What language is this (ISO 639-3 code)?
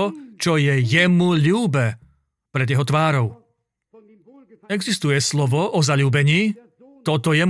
slk